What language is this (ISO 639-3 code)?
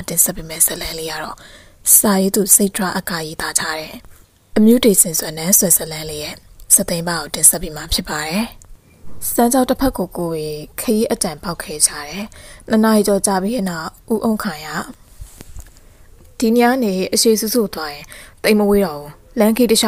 mya